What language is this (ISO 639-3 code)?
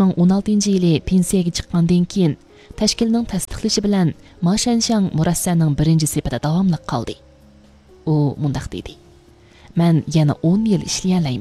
uig